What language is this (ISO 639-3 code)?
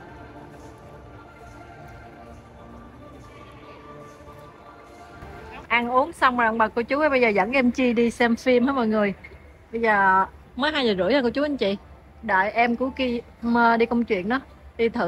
vie